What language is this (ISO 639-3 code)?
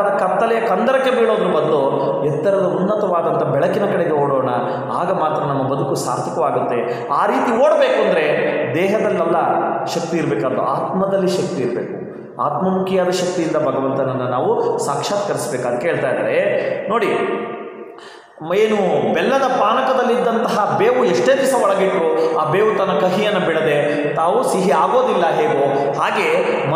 kan